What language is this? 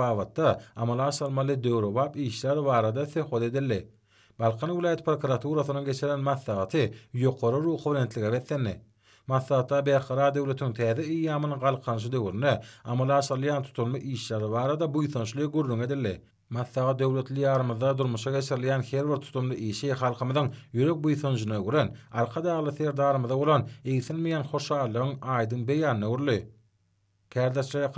Turkmen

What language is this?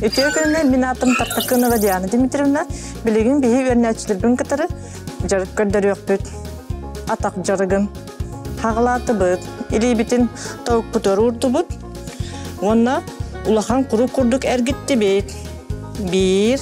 Yakut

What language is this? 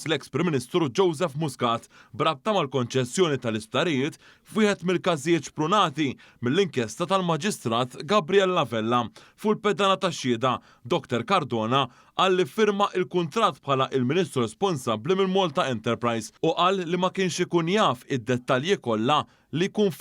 Maltese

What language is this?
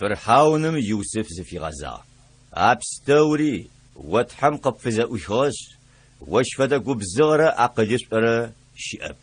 Adyghe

